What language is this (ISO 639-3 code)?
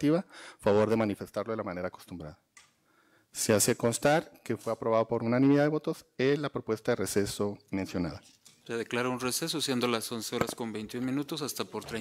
spa